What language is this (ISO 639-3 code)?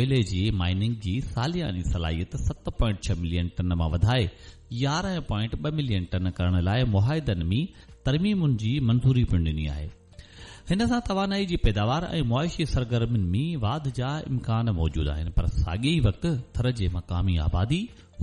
snd